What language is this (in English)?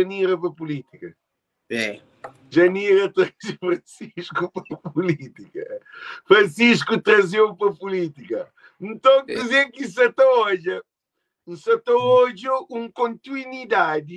Kabuverdianu